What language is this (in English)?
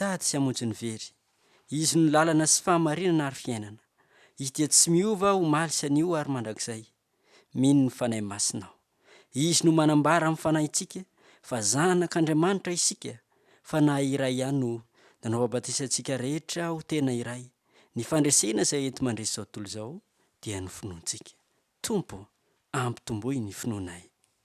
Malagasy